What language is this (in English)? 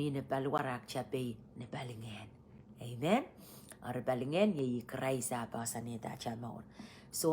Pohnpeian